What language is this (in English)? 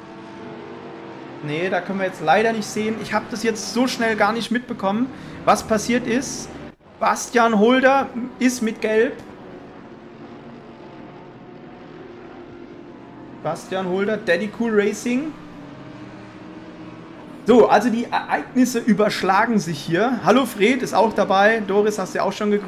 German